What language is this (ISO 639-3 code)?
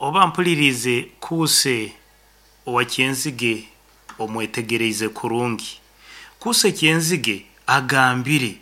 nyn